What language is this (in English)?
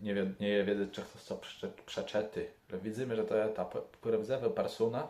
Kashubian